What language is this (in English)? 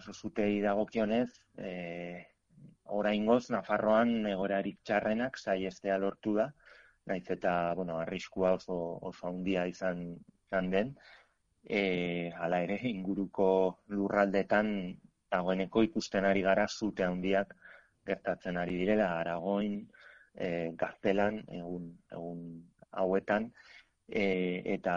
Basque